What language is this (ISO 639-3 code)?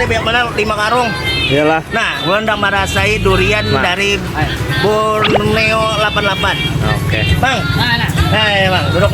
bjn